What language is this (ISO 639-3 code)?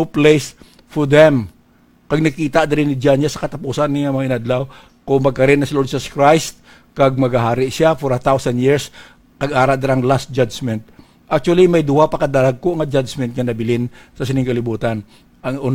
hil